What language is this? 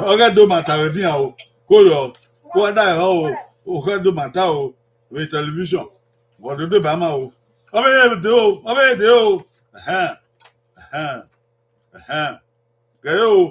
Bini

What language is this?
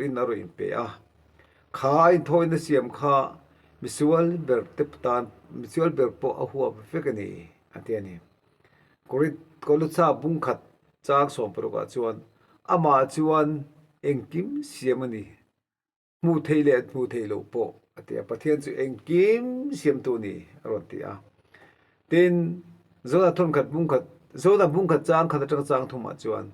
Mizo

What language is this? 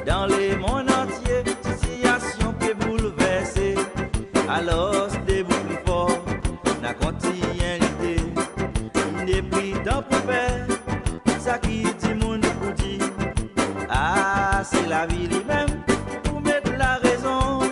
Seselwa Creole French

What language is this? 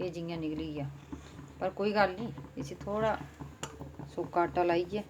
Dogri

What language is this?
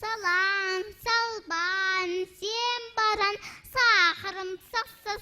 Yakut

